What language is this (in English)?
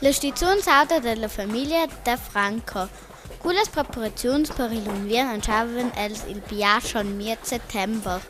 Romansh